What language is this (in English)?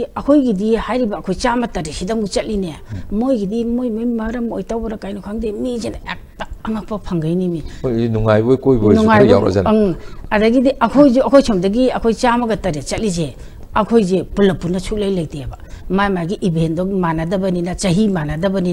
Manipuri